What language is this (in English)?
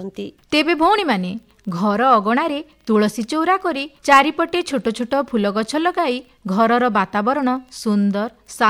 Odia